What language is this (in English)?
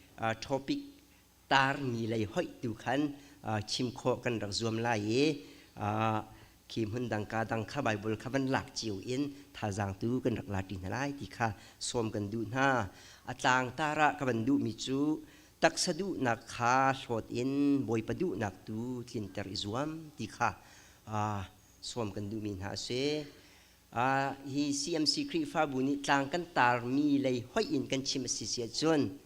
Hakha Chin